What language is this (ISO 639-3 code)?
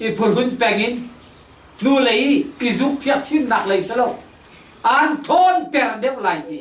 cnh